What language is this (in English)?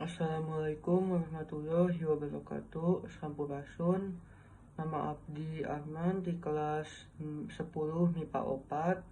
Sundanese